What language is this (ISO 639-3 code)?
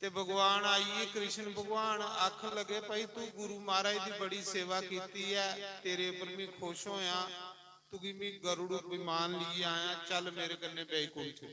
doi